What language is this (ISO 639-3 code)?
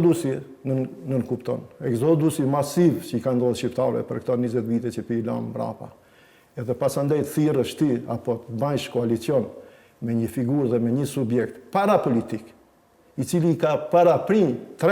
sqi